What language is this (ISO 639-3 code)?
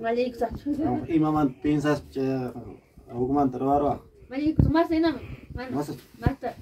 quy